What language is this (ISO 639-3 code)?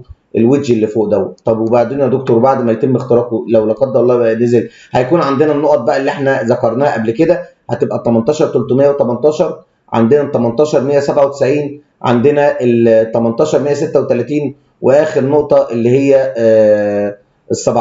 arz